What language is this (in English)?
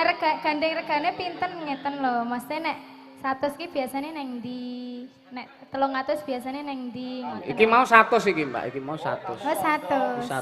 Javanese